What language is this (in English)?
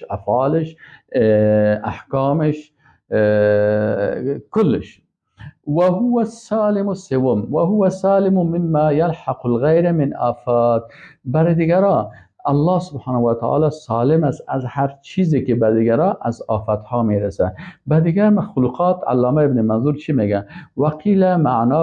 Persian